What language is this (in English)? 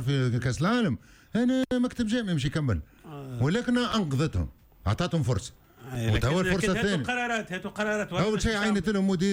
Tunisian Arabic